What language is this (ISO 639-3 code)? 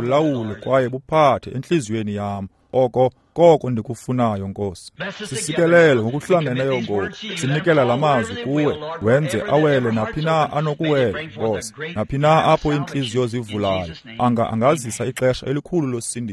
xho